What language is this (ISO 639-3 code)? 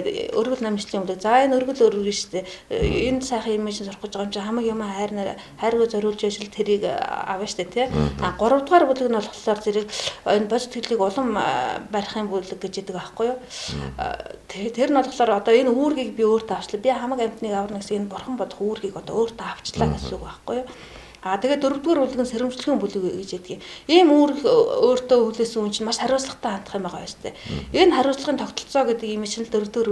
mon